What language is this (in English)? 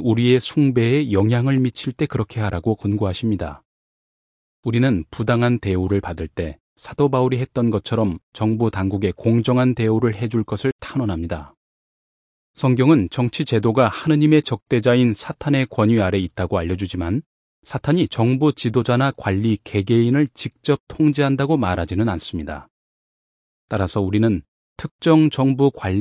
Korean